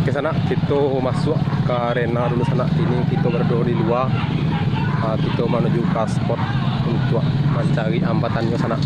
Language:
Minangkabau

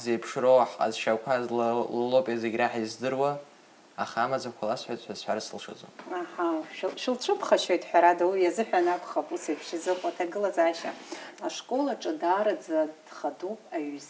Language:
Abkhazian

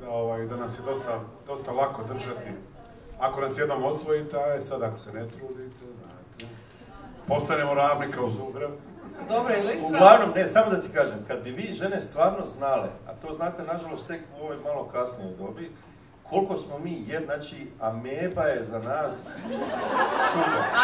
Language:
Croatian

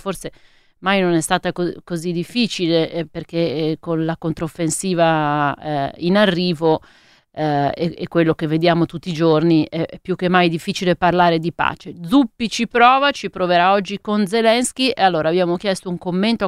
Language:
Italian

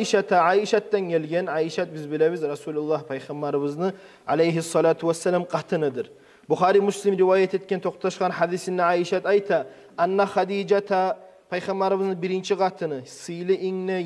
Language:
Kumyk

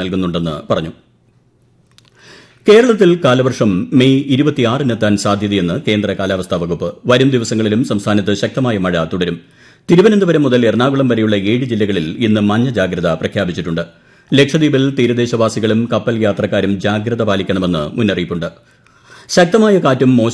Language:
Malayalam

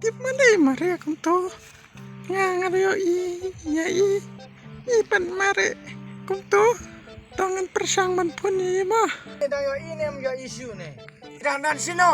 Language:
Khasi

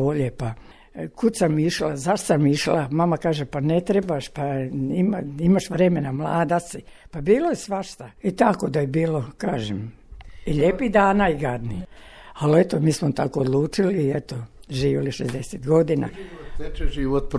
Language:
Croatian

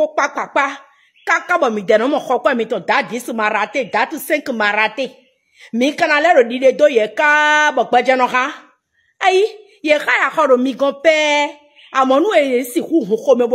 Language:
Fon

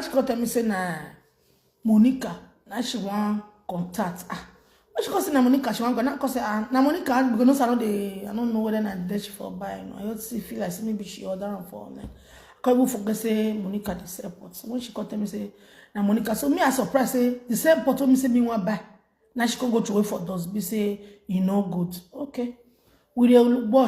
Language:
Nigerian Pidgin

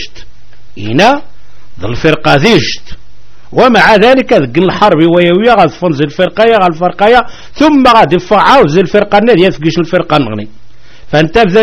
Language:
Kabyle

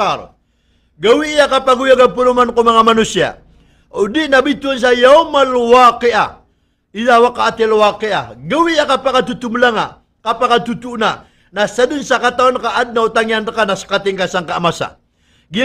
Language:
Maranao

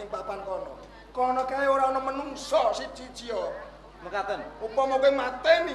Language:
Javanese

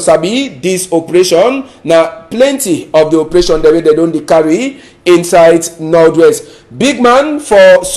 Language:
Cameroon Pidgin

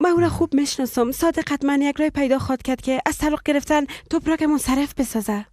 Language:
Persian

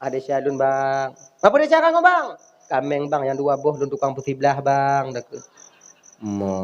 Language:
Achinese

